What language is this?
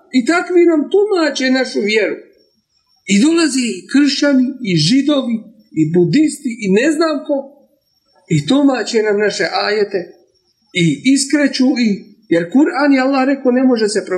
Bosnian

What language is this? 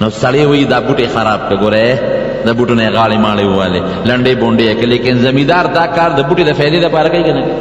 Pashto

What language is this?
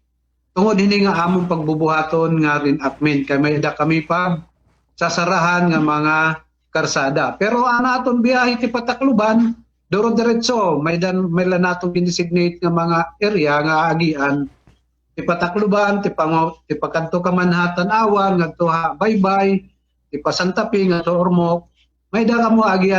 Waray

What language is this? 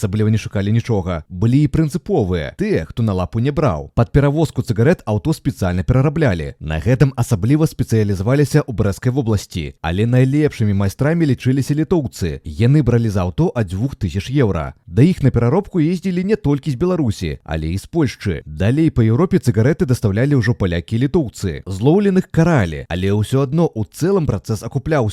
Belarusian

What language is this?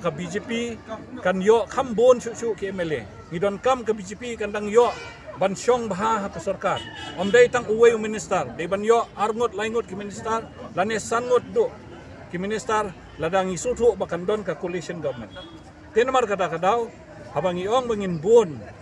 Khasi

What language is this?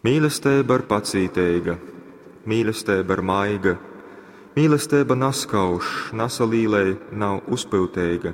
Latgalian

